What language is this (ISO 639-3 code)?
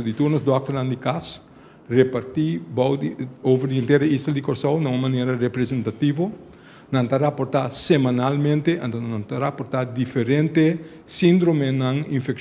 pap